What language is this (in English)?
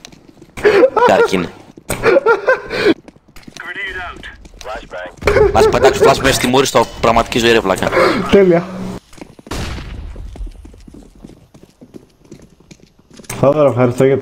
Greek